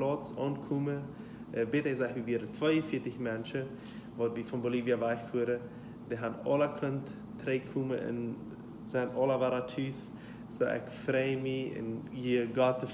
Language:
Plautdietsch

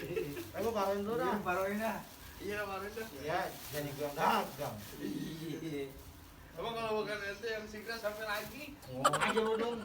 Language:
Betawi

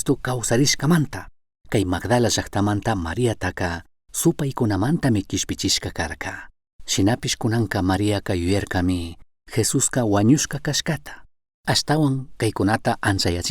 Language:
Chimborazo Highland Quichua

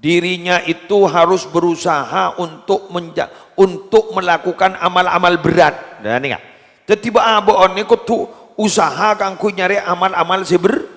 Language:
Madurese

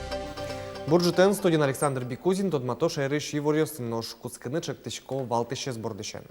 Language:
Udmurt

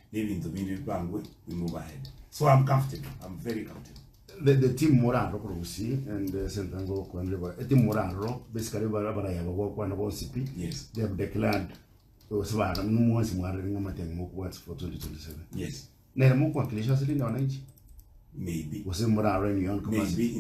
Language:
Gusii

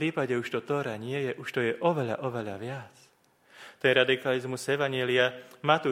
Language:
Slovak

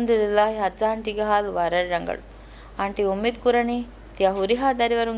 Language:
Divehi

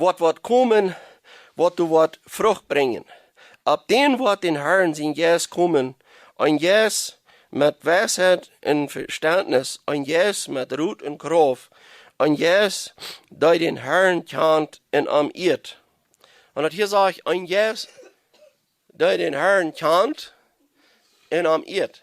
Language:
Plautdietsch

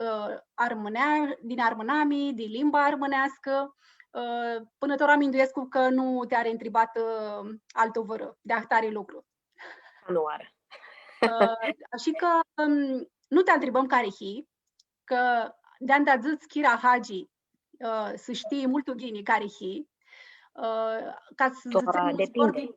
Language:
Aromanian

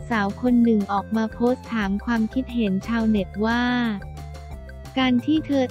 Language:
Thai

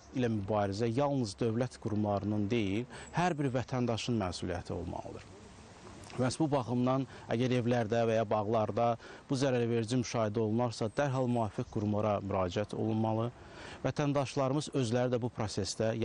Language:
Azerbaijani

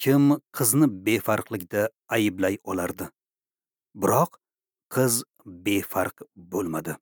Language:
Uzbek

